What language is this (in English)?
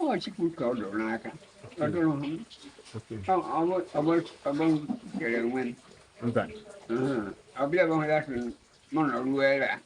Igbo